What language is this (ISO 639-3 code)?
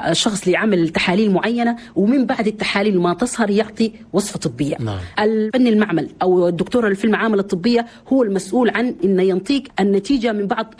shu